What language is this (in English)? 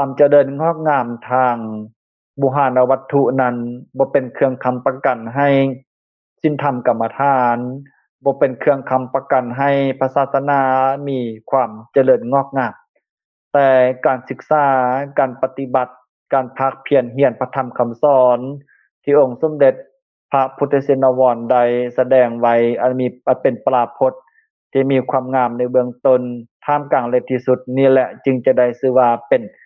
Lao